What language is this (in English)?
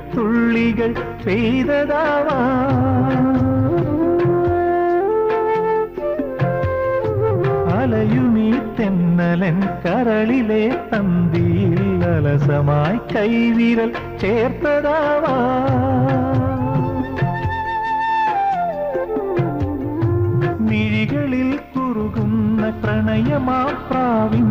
Malayalam